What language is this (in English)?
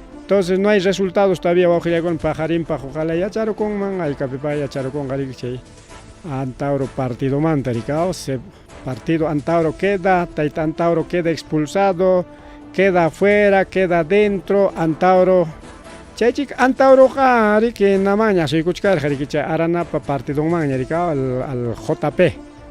Ayacucho Quechua